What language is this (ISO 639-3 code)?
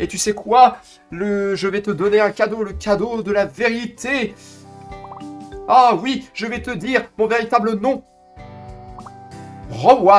fra